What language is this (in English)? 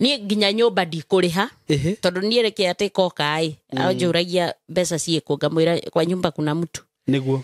Kikuyu